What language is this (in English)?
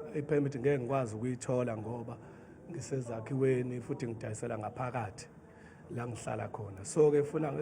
Zulu